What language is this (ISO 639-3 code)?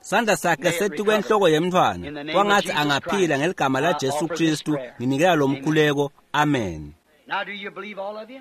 ssw